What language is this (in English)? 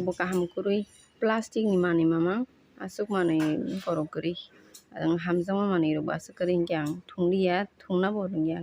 Kok Borok